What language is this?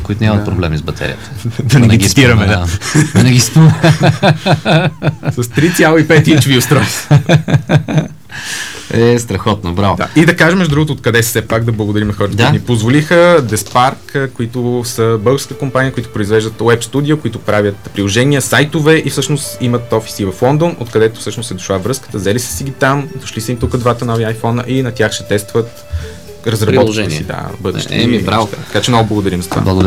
Bulgarian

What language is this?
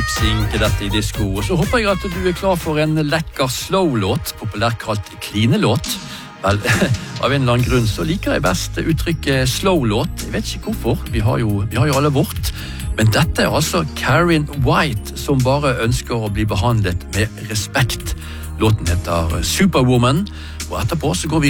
Norwegian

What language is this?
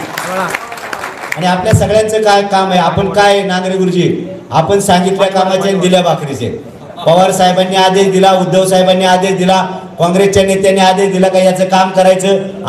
Marathi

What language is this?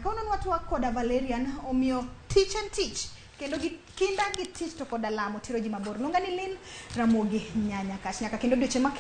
Luo (Kenya and Tanzania)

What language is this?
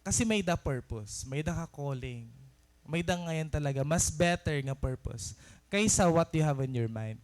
Waray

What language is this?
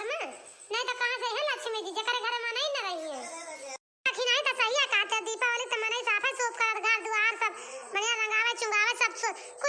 Awadhi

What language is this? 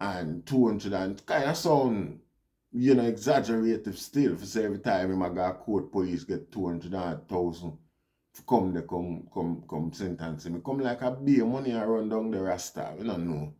Jamaican Creole English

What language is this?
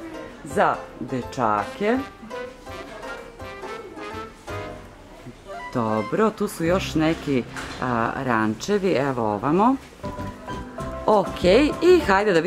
Serbian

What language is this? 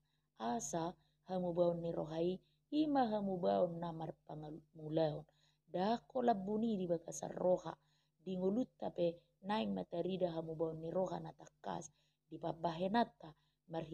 Batak Toba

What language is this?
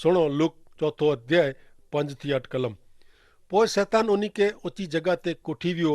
Kachhi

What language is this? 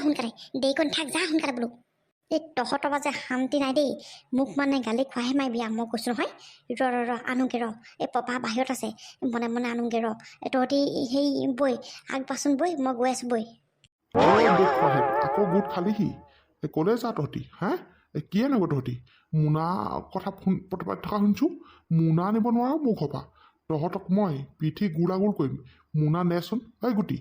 Assamese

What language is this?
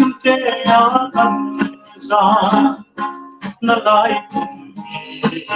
Hmar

